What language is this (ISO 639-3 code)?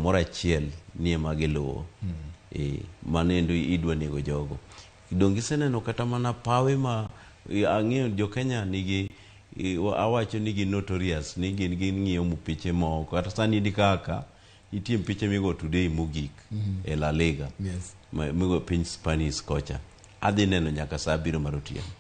luo